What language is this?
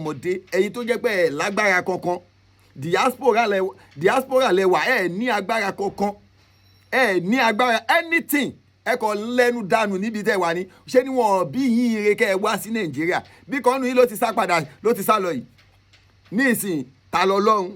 Yoruba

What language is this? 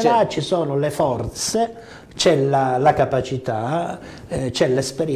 Italian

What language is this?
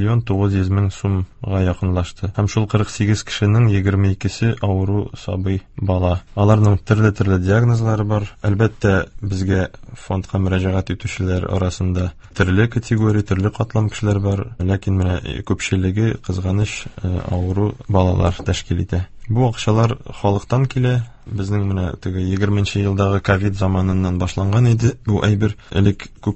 Tatar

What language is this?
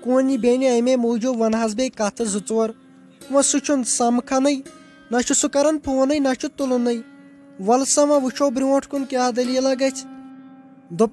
Kashmiri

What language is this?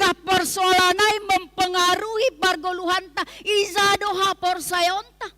Batak Simalungun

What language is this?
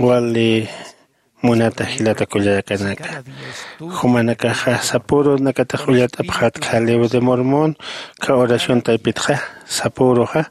Aymara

